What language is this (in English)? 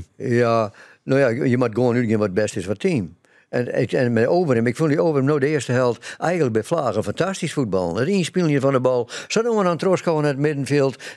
Western Frisian